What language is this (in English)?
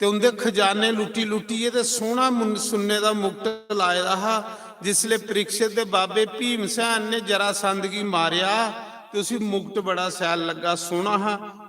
Dogri